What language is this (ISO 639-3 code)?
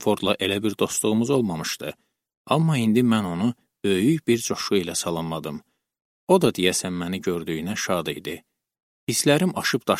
aze